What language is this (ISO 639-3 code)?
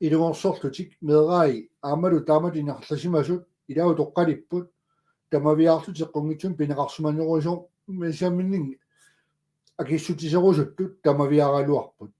kal